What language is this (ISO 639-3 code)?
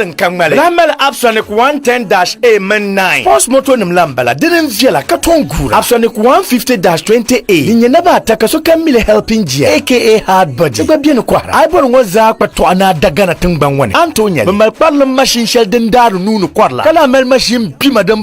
dag